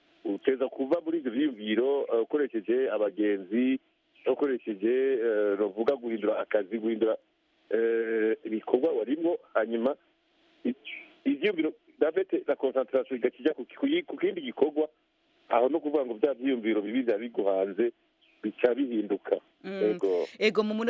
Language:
Rundi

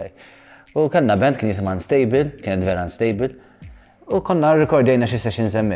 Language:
Maltese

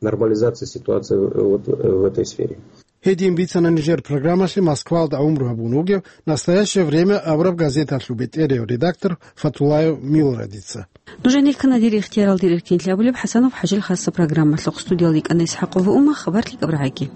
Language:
Avaric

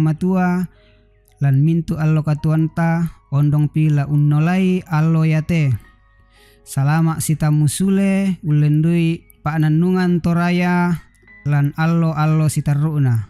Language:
Toraja-Sa'dan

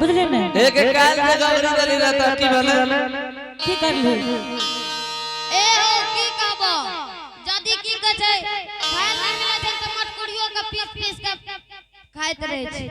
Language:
Angika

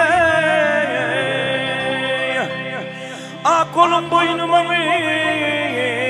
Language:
Turkish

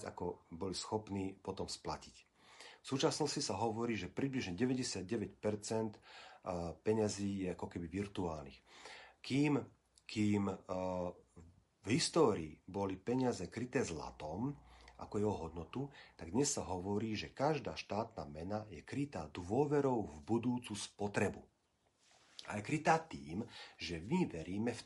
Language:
Slovak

